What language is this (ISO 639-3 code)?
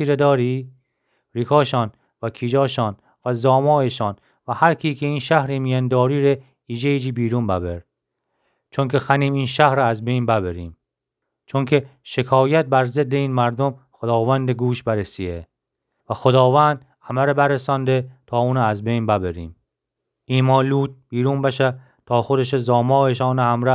glk